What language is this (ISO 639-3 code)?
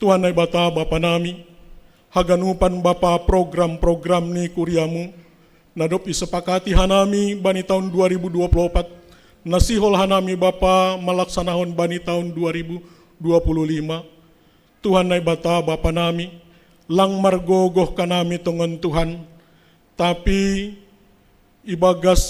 bts